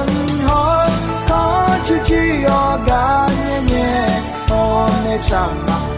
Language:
Akha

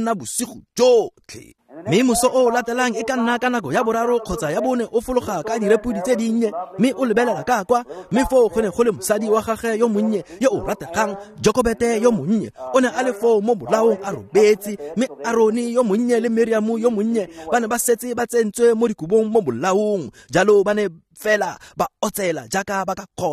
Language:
Tswana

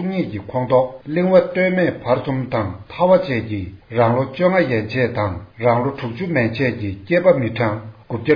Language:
Tibetan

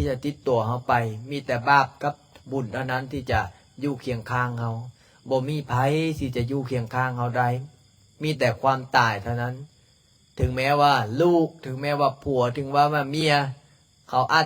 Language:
Lao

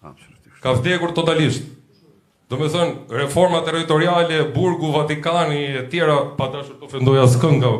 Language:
Albanian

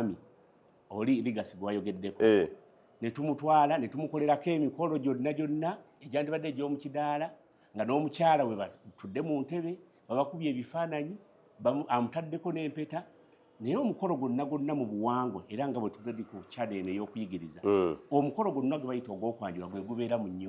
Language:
Ganda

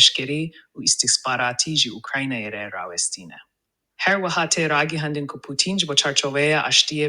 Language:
Kurdish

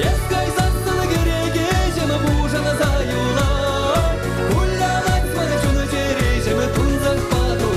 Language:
Chuvash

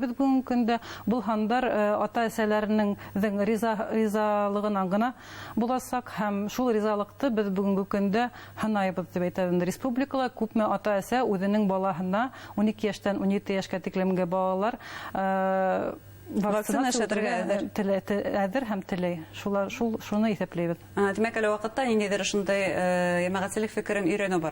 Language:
Bashkir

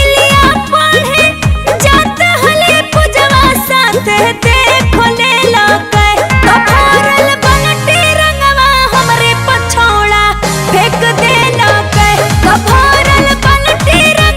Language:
Magahi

